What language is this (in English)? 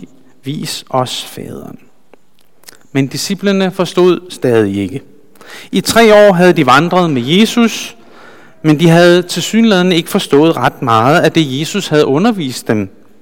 Danish